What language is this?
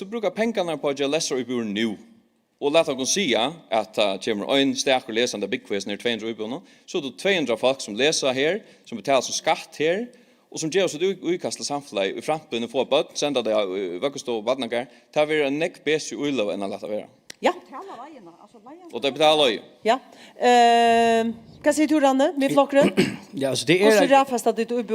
Faroese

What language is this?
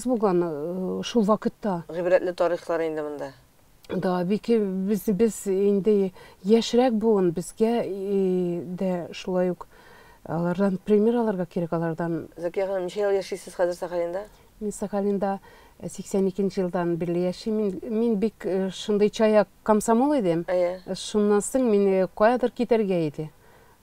Tatar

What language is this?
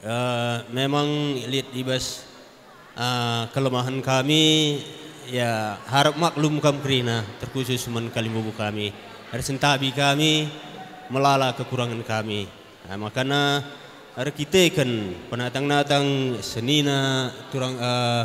Batak Karo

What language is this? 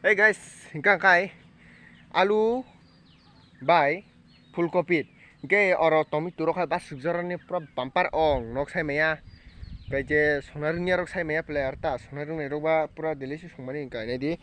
Kok Borok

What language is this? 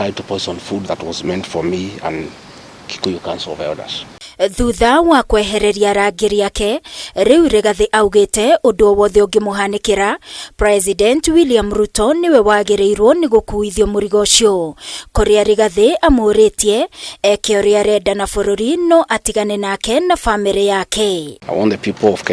Kikuyu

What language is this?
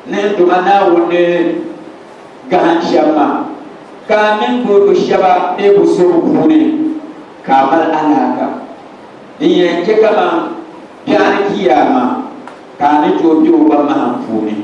Dagbani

